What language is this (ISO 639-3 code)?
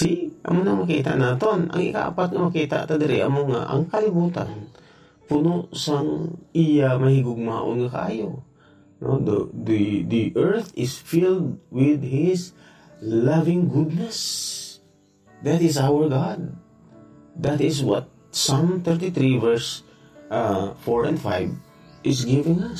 hil